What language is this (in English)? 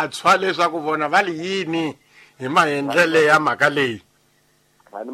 Tsonga